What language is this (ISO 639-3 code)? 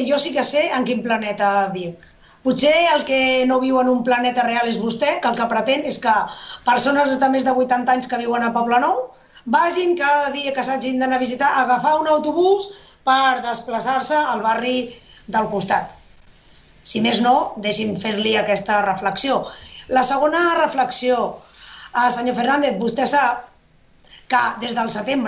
cat